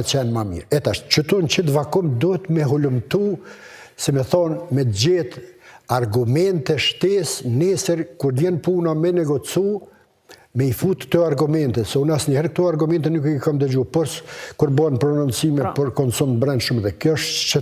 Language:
Albanian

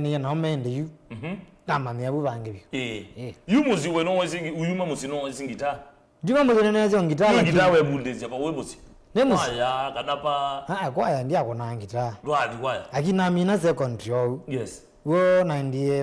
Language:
Kamba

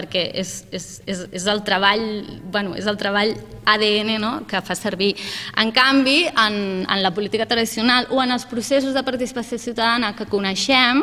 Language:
Catalan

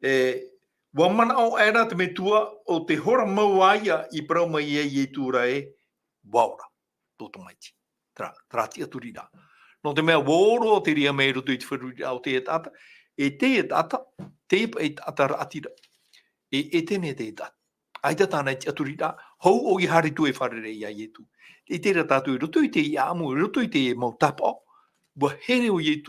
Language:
Tahitian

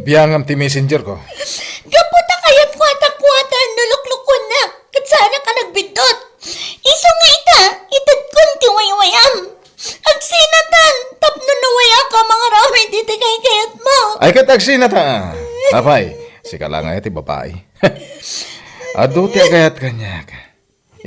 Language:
Iloko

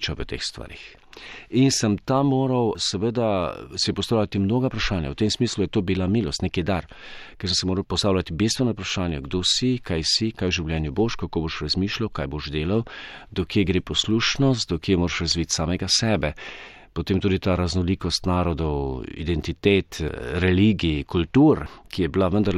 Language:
Slovenian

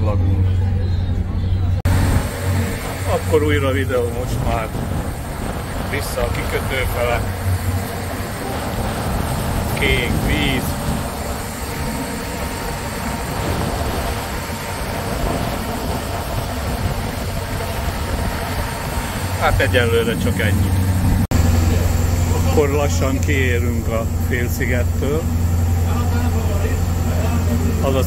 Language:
Hungarian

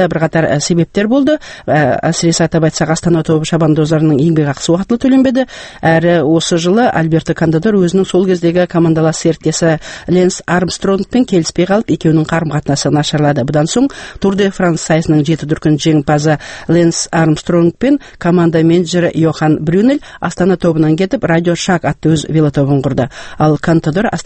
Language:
Kazakh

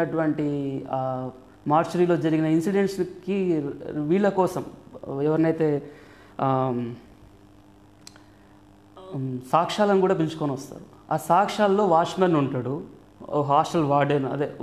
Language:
Telugu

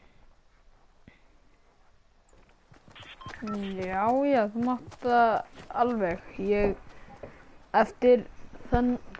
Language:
Icelandic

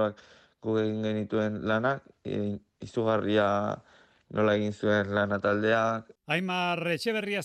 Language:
Basque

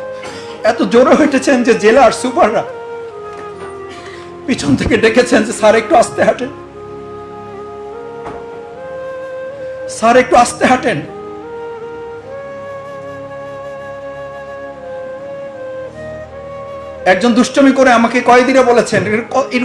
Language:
Bangla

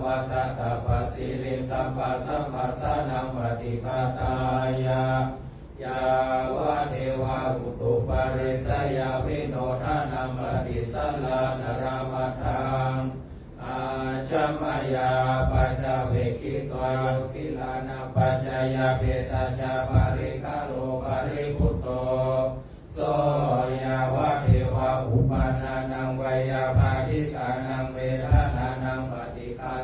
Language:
Pali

